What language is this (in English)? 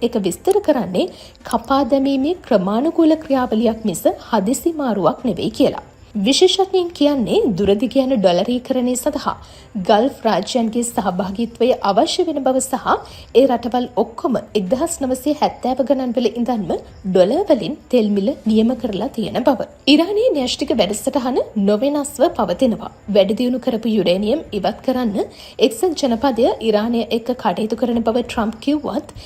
Sinhala